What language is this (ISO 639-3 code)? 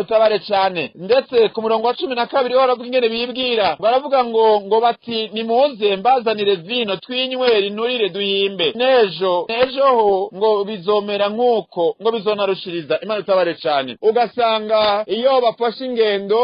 run